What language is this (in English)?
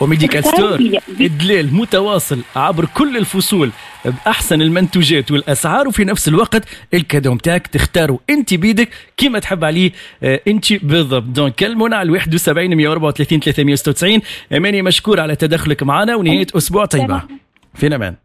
Tunisian Arabic